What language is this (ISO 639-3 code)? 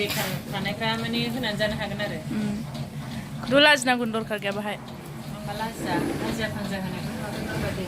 brx